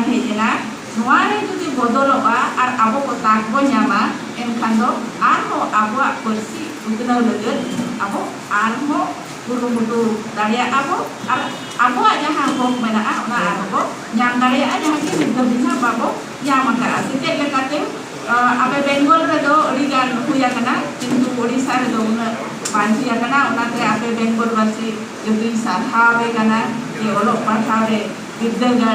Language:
Santali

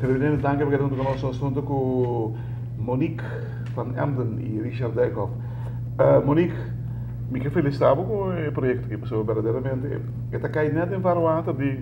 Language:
Papiamento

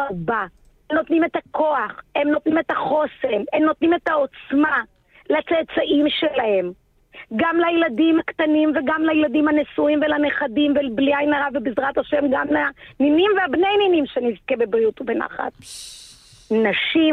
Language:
Hebrew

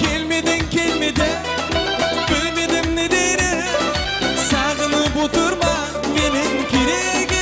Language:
Kara-Kalpak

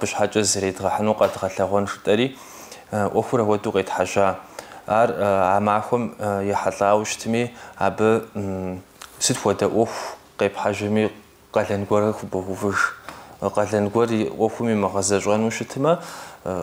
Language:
Kabardian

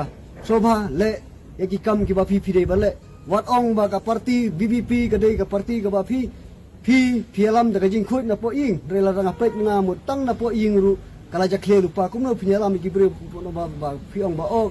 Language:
Khasi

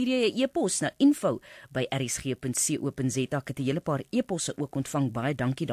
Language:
Afrikaans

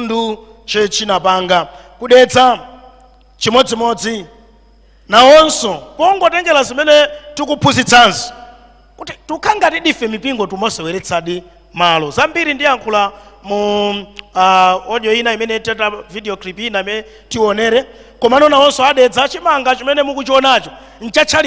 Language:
Nyanja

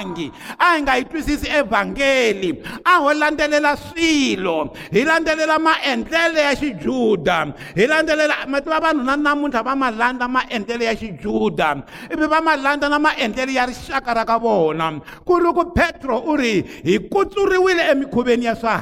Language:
Tsonga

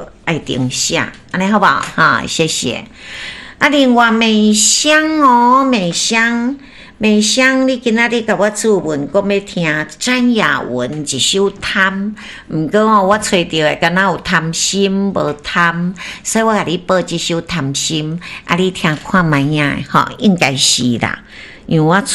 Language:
Min Nan Chinese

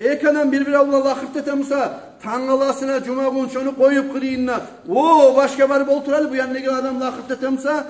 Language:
Kumyk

